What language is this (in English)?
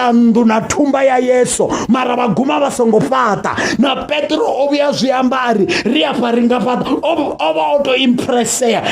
Venda